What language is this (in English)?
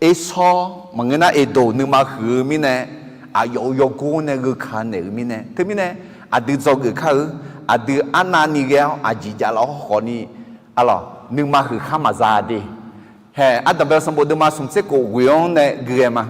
Akha